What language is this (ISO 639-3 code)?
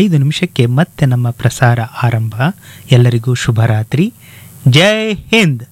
kan